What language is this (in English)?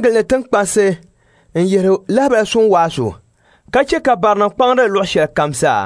Dagbani